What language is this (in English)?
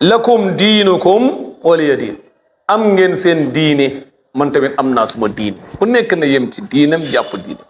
Wolof